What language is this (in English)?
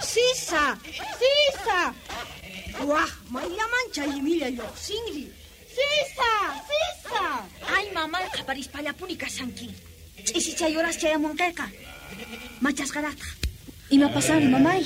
South Bolivian Quechua